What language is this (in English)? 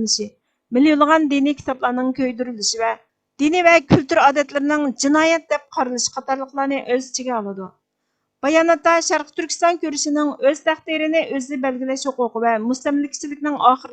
Uyghur